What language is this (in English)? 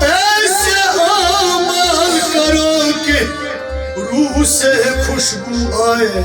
Kashmiri